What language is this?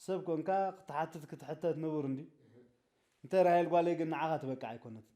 Tigrinya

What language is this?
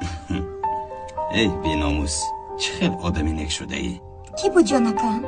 Tajik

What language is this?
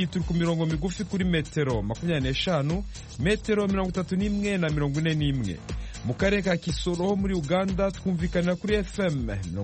Kinyarwanda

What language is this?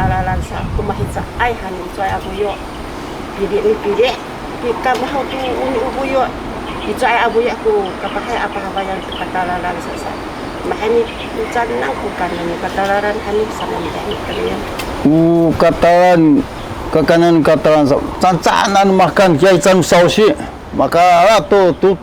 Sakizaya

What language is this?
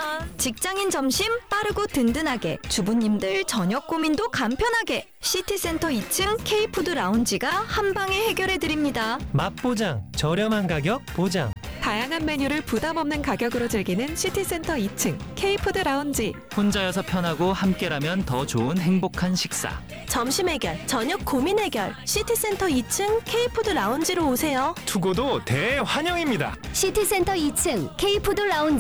Korean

